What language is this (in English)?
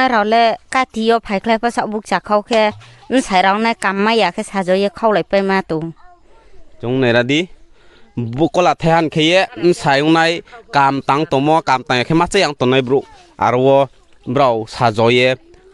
Riang (India)